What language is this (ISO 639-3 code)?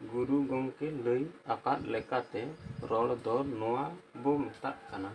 sat